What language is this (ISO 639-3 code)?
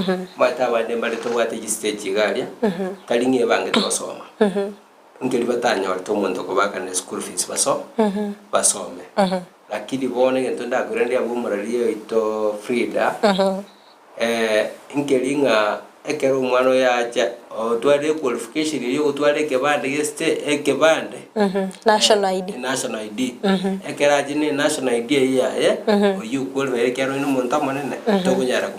guz